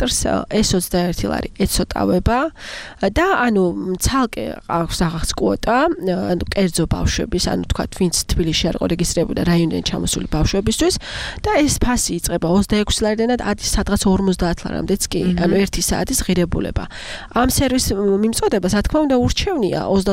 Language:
Georgian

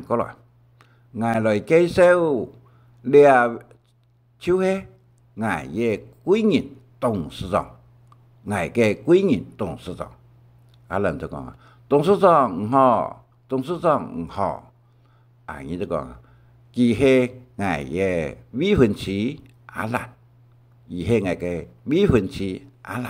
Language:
Hakka Chinese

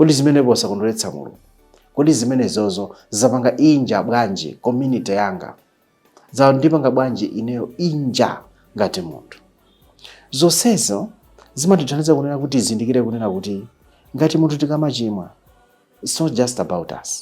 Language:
Nyanja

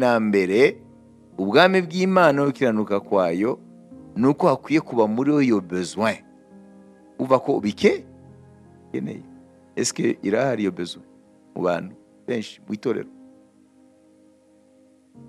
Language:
Kinyarwanda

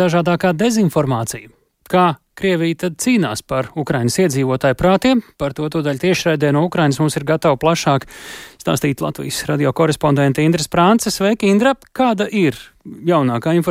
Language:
Latvian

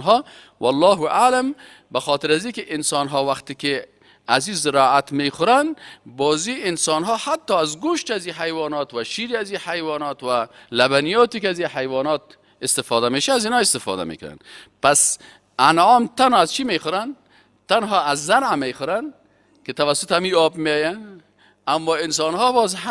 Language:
Persian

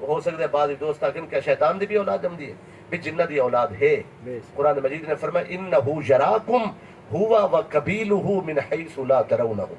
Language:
Saraiki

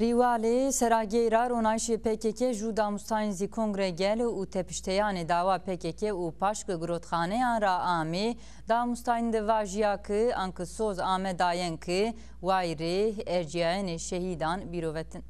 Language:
Zaza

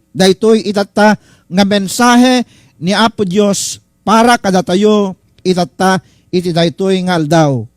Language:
Iloko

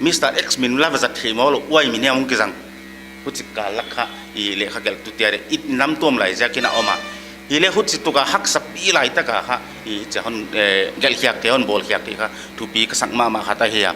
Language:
Paite Chin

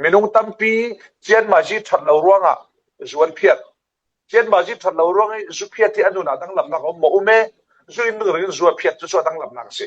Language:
Falam Chin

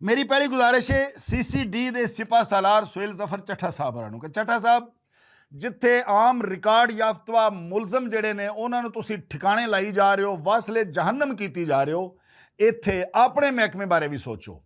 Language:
Western Panjabi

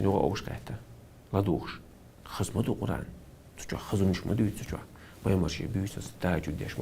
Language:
Chechen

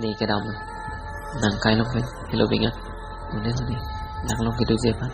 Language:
Karbi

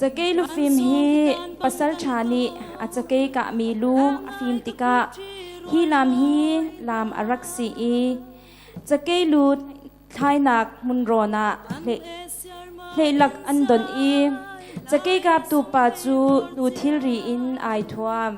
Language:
Hakha Chin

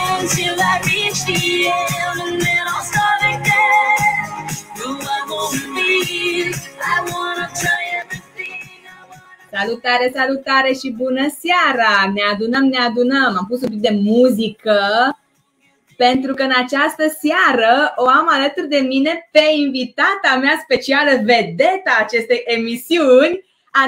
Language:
Romanian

